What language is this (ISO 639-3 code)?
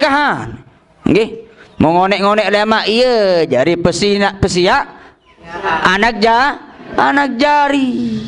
sas